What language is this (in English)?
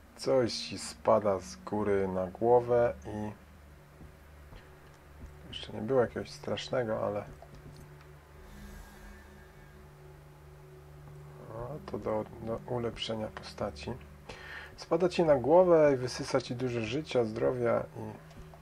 Polish